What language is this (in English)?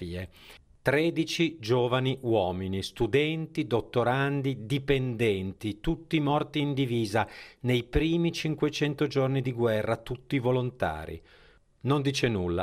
Italian